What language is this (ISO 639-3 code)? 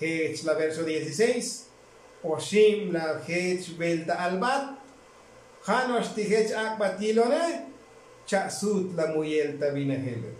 tzo